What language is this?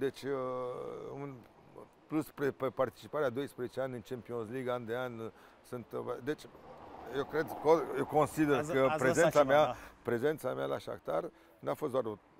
Romanian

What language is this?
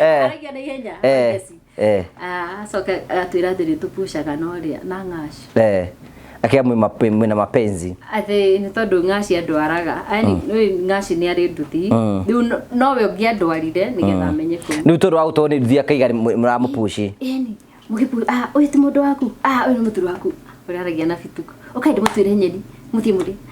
Kikuyu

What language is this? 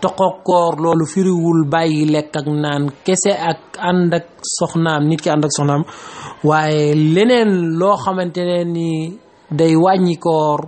Wolof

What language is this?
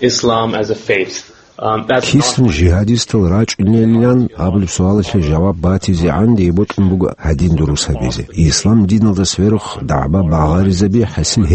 Avaric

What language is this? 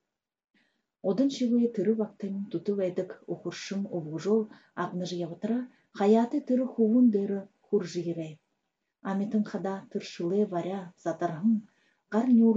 Buriat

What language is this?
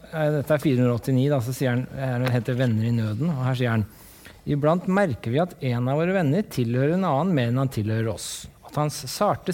Norwegian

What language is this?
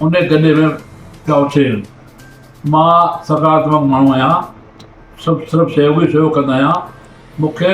Sindhi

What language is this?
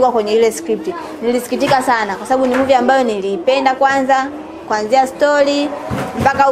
Swahili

